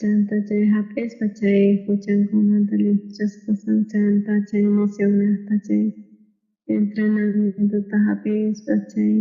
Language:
South Bolivian Quechua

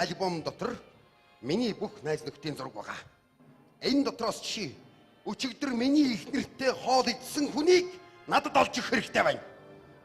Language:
Mongolian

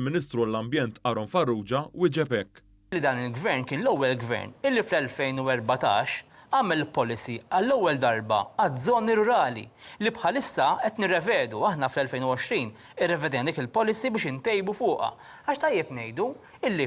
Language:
Maltese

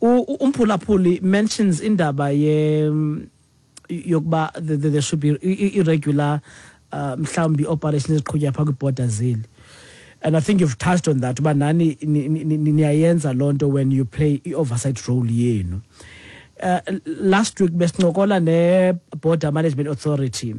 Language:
Xhosa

